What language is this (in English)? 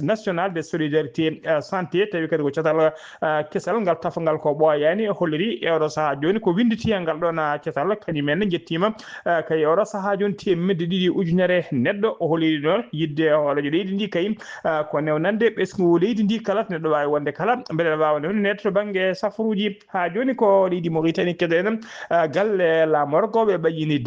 Fula